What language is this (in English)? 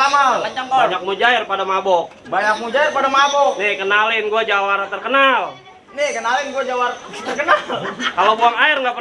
Betawi